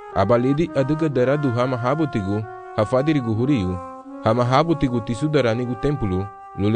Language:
Garifuna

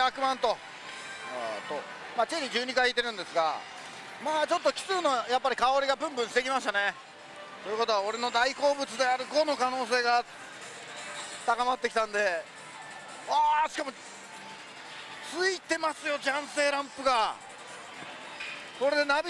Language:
Japanese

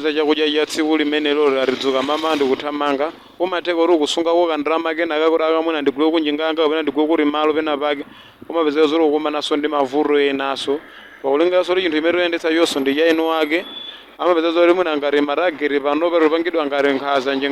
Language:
Nyanja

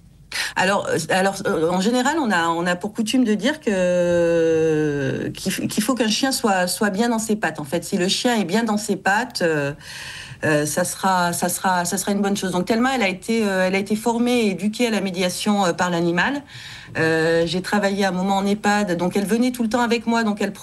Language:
French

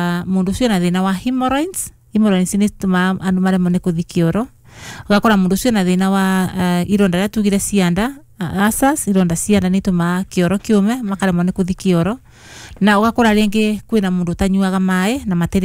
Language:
Kikuyu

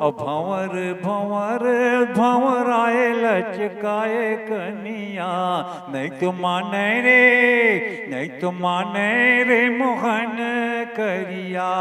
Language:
Chhattisgarhi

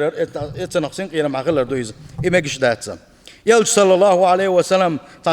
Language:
Chechen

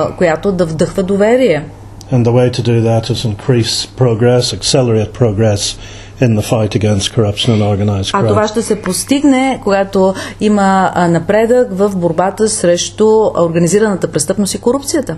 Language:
Bulgarian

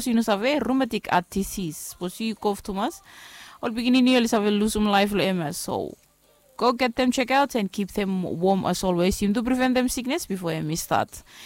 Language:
Bislama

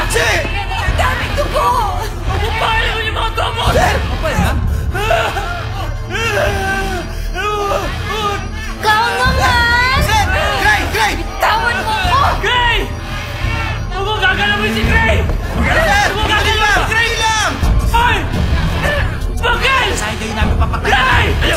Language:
Filipino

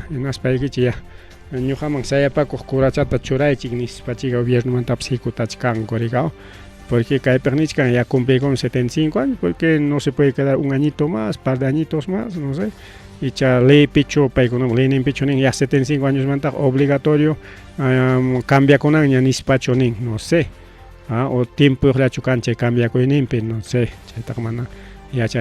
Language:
Ayacucho Quechua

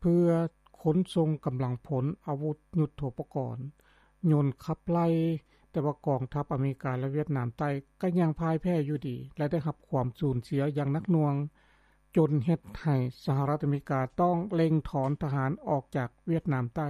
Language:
Lao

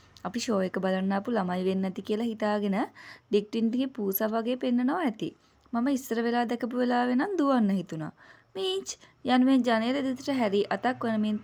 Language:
Sinhala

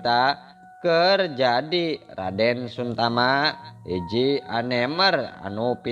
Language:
Sundanese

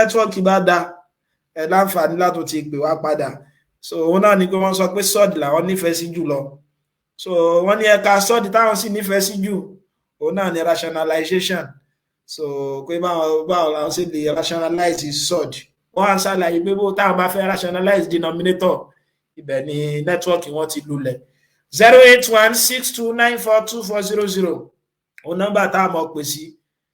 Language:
Yoruba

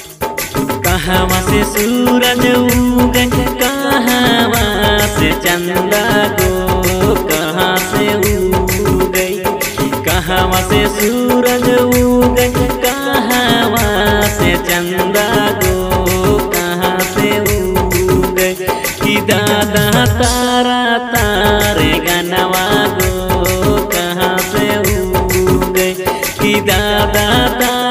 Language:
Bhojpuri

